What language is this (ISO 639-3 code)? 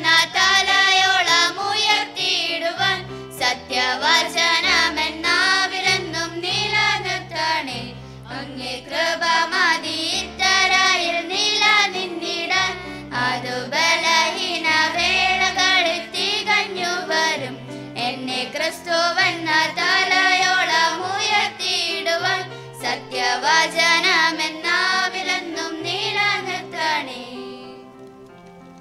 mal